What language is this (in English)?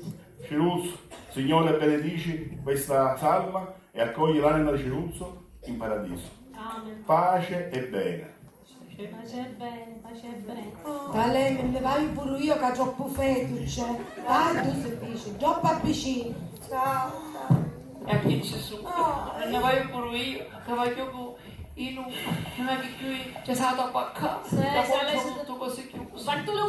Sicilian